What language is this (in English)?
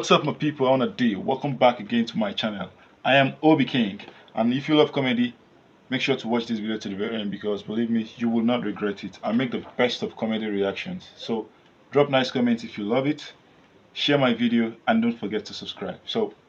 Nigerian Pidgin